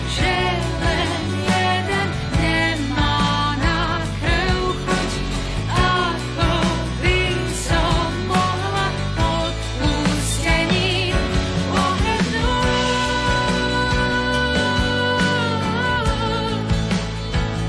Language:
Slovak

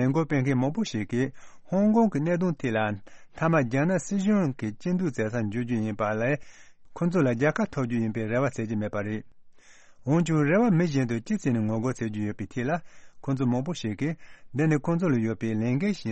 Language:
Tibetan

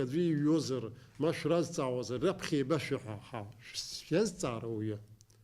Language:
Abkhazian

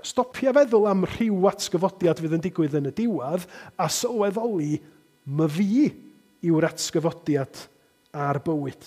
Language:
Welsh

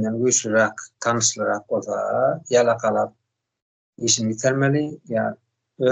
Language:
Turkmen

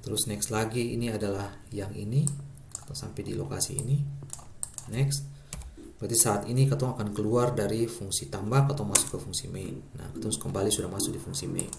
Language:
Ambonese Malay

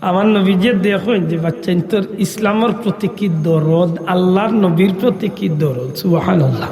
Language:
Sylheti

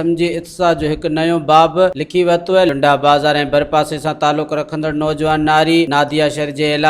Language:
Sindhi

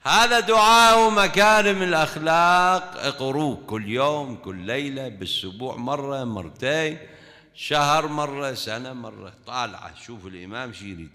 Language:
Mesopotamian Arabic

